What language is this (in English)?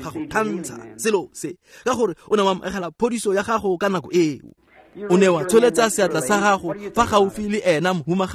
Tswana